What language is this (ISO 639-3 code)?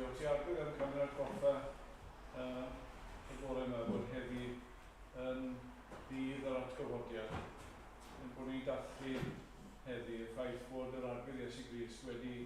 cym